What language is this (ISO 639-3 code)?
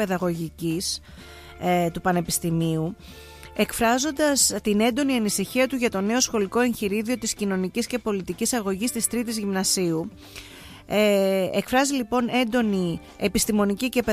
ell